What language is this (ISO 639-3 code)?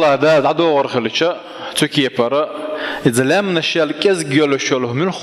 che